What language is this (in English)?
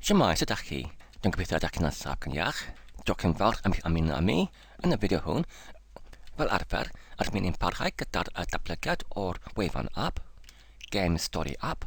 Welsh